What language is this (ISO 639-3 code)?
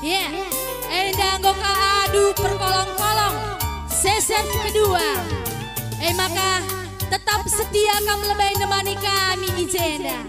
btx